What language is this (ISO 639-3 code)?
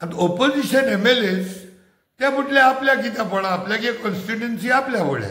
kok